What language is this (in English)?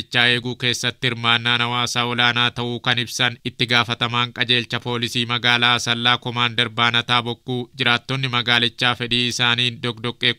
Oromo